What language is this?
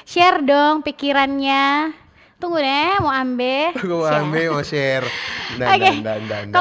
Manado Malay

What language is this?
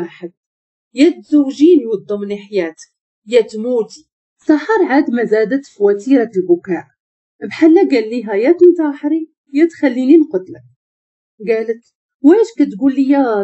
Moroccan Arabic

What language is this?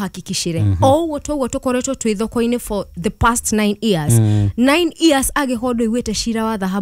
Kikuyu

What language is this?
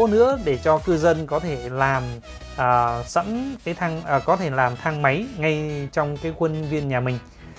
Vietnamese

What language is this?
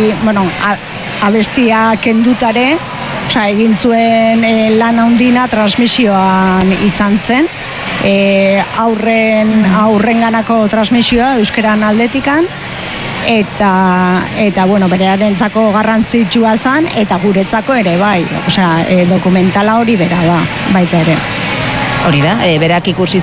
Basque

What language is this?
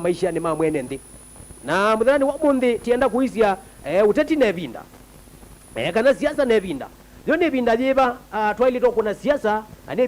Kamba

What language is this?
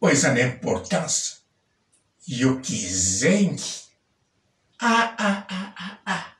Lingala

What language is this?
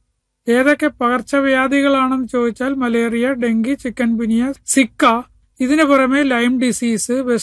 Malayalam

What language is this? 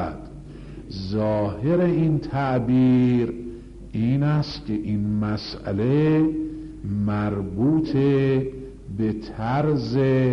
Persian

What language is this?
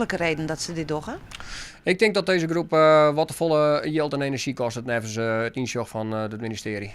Western Frisian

